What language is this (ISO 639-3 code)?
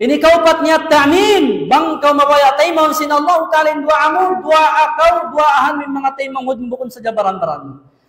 tsg